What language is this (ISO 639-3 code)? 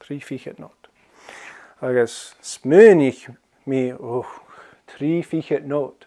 gla